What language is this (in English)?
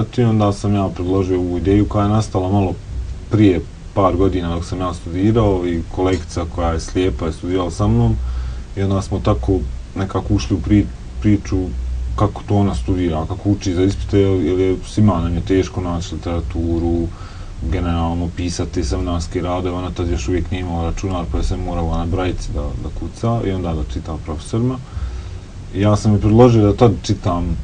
Bosnian